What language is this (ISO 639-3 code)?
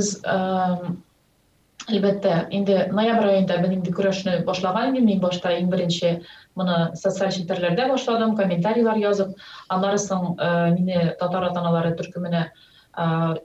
tat